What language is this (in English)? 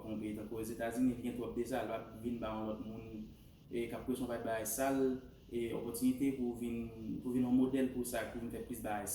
Haitian Creole